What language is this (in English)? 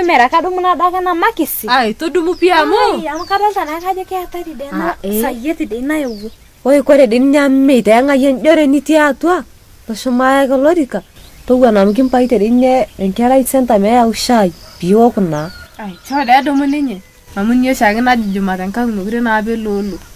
Masai